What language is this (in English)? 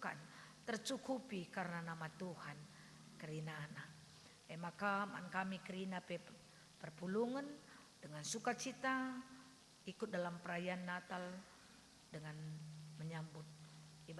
Batak Karo